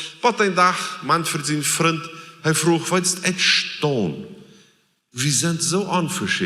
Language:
Plautdietsch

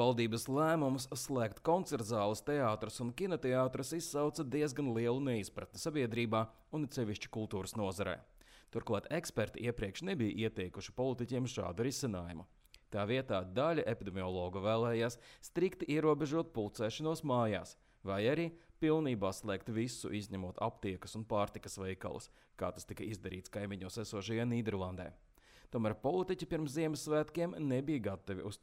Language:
Latvian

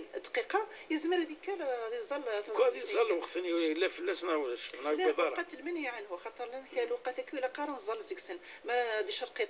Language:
Moroccan Arabic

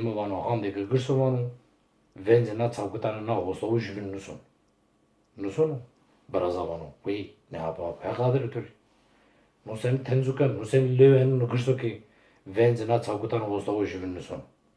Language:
Zaza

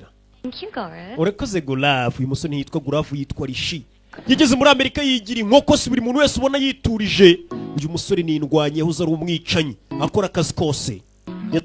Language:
Kinyarwanda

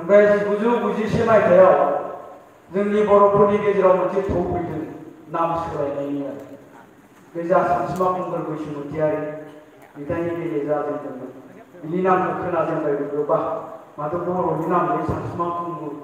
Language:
Bodo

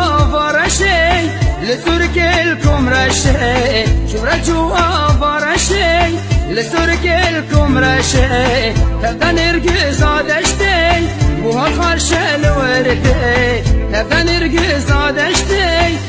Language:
Kurdish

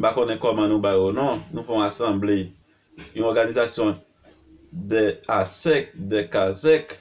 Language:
Haitian Creole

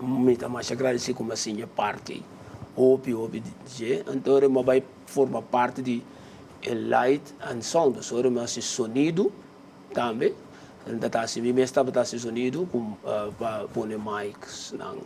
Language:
Papiamento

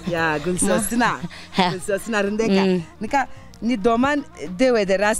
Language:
Zaza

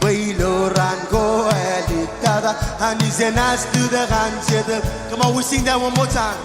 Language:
Marshallese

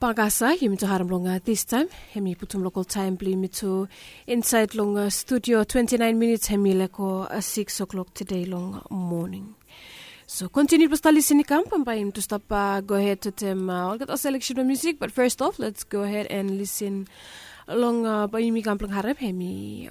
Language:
Bislama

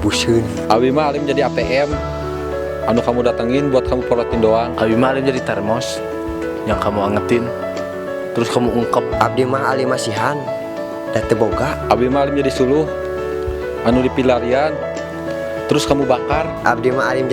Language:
Sundanese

